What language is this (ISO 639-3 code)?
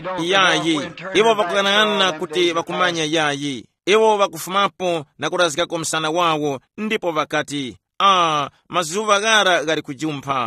tum